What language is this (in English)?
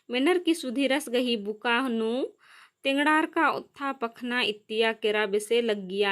Kurukh